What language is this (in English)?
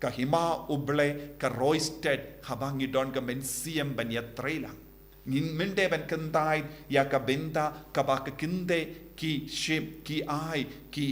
Khasi